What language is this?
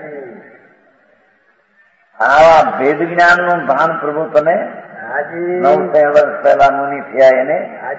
Gujarati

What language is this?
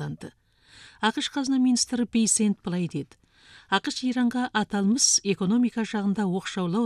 Kazakh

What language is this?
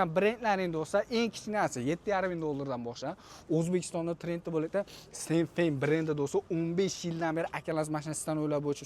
Uzbek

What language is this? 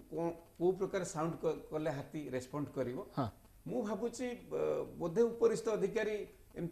Odia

